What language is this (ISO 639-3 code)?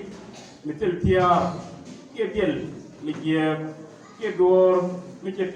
nus